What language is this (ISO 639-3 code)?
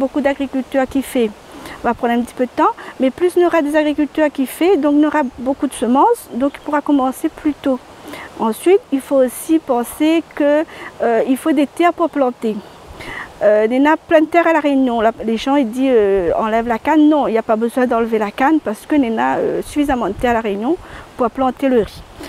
rcf